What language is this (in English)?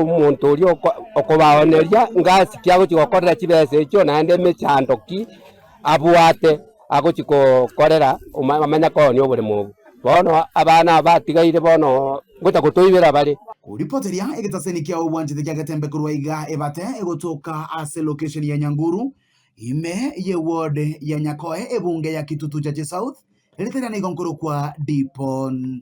Gusii